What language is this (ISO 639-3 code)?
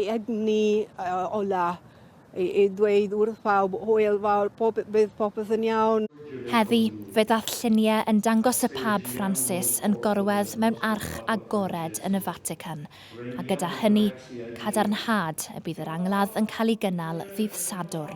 cym